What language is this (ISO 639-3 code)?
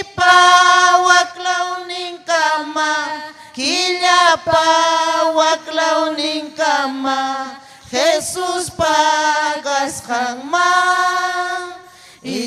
quy